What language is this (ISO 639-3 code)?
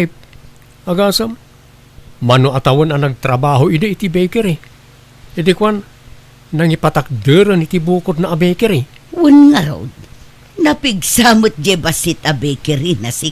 ilo